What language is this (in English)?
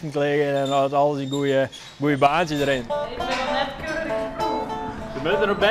Western Frisian